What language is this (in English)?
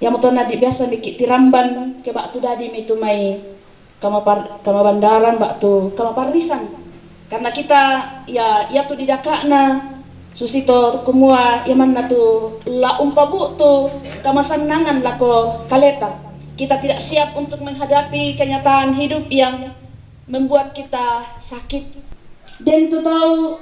Toraja-Sa'dan